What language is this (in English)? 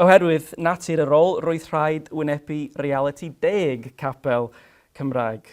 Welsh